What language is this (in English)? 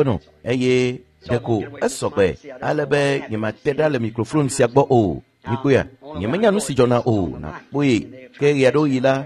Ewe